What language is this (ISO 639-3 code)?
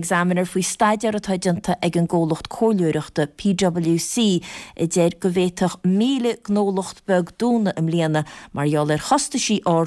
gle